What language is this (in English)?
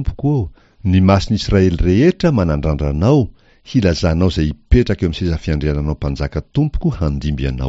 Malagasy